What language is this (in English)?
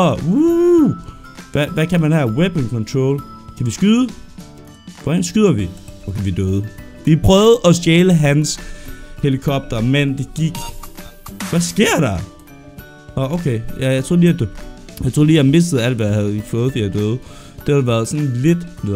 Danish